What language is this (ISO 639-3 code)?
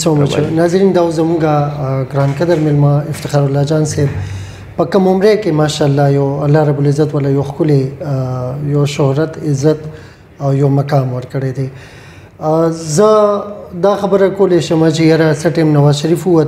pus